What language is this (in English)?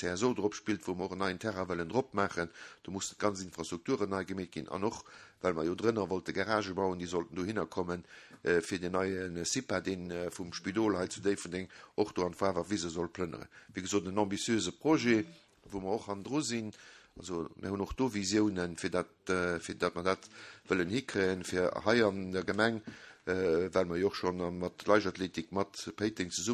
Luxembourgish